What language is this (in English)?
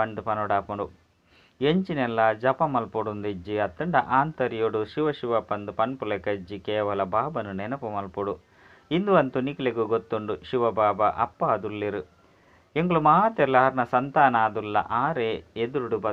Tulu